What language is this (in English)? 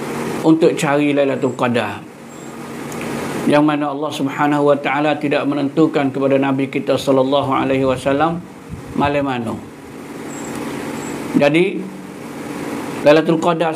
Malay